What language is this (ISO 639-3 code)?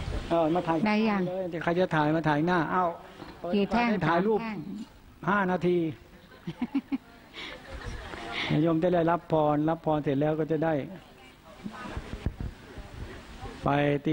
tha